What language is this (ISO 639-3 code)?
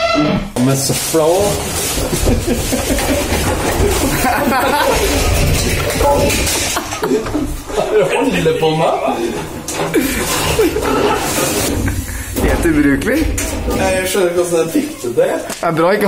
nor